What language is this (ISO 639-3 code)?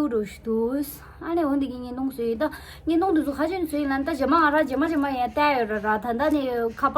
bod